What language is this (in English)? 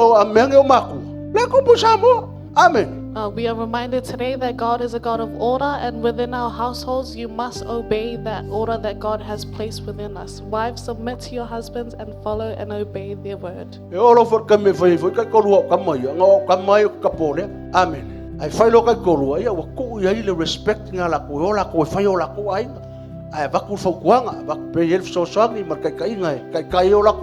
Samoan